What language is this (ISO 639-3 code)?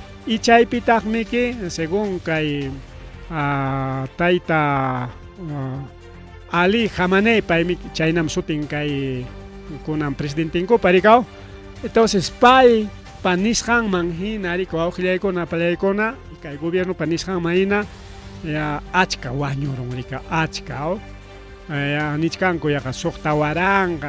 quy